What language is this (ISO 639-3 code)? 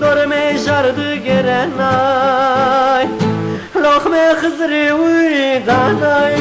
zza